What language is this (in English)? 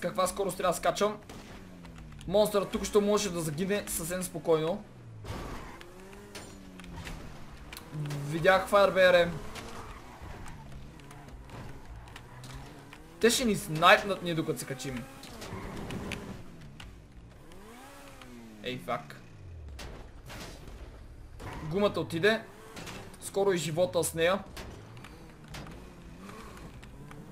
Bulgarian